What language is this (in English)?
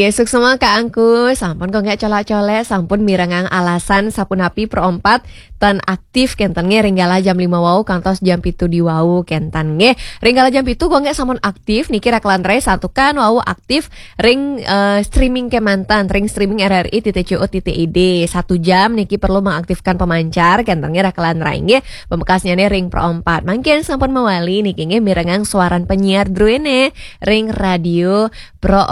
Balinese